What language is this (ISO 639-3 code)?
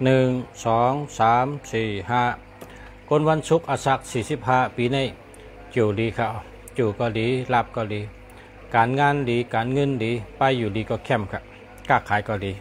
shn